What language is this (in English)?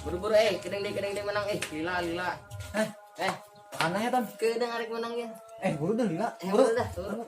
Sundanese